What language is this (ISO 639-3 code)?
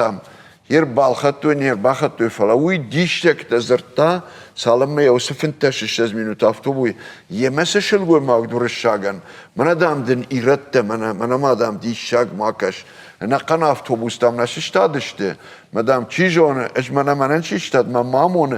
oss